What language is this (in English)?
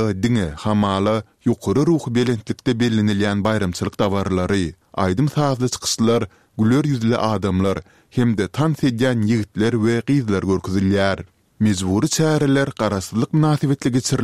Turkmen